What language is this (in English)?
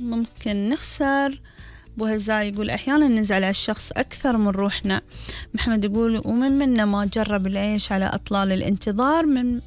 Gulf Arabic